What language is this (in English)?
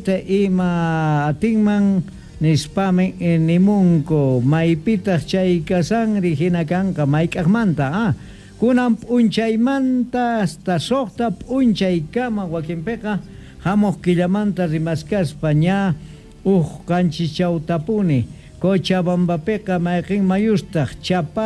South Bolivian Quechua